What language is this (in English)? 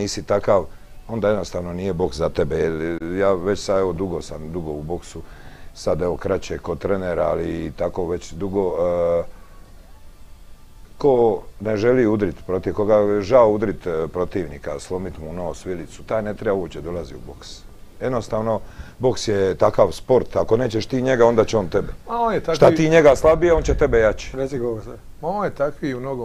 Croatian